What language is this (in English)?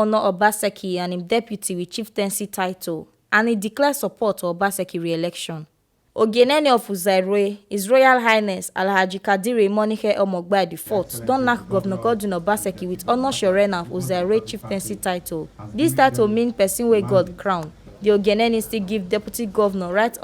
Nigerian Pidgin